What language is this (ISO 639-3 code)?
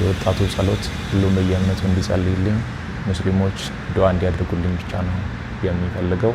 amh